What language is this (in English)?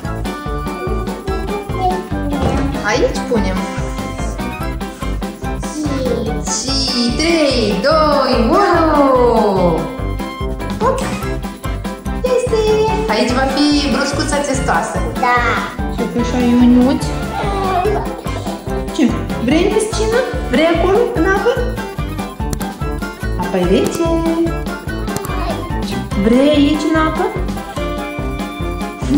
Romanian